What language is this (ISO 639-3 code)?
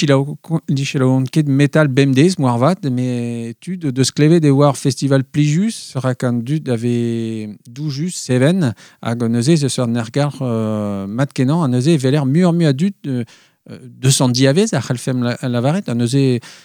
bre